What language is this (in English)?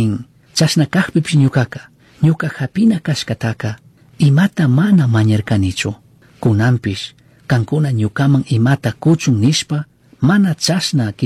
Chimborazo Highland Quichua